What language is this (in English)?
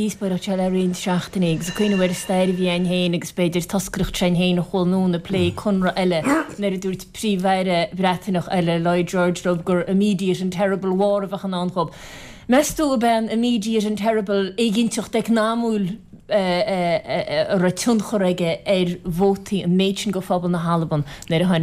Irish